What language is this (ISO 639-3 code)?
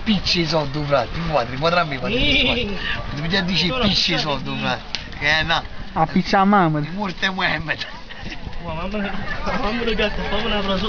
nap